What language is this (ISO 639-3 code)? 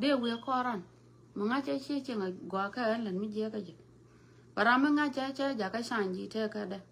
nus